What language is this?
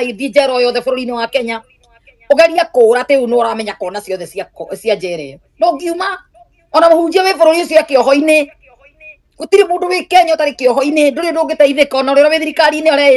Kikuyu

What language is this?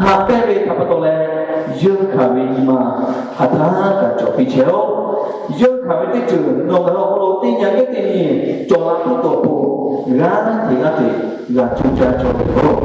Lahu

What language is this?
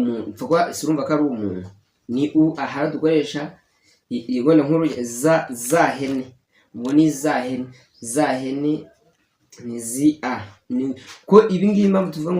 Kinyarwanda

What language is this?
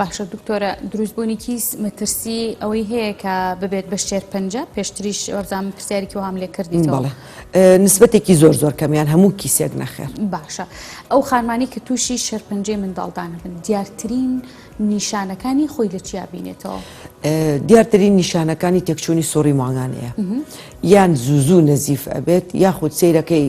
Central Kurdish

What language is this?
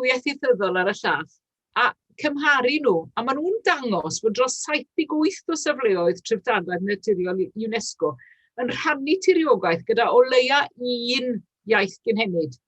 Welsh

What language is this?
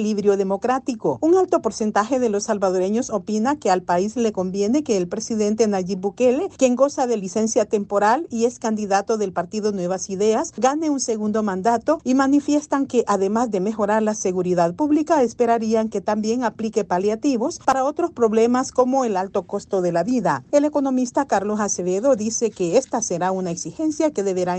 Spanish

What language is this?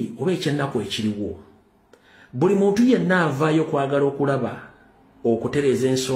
Ganda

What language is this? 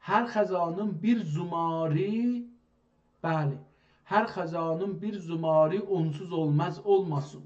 South Azerbaijani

